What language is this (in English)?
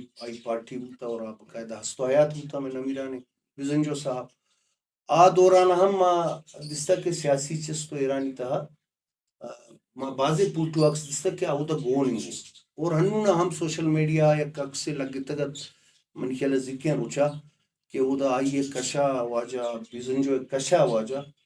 Baluchi